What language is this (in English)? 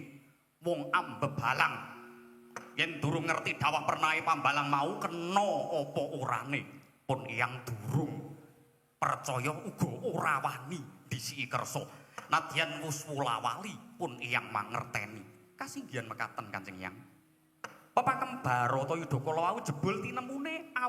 Javanese